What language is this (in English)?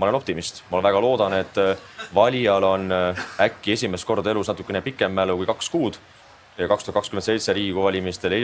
Estonian